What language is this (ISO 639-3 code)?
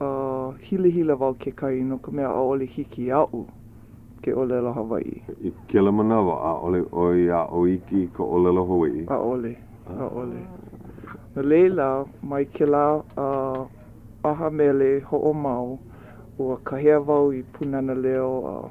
haw